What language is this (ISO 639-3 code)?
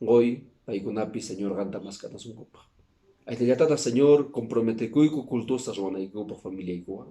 que